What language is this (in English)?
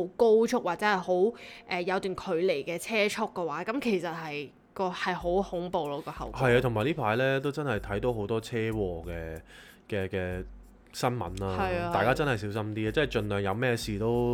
Cantonese